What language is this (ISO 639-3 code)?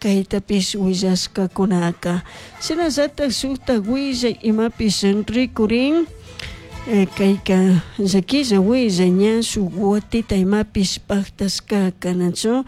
qug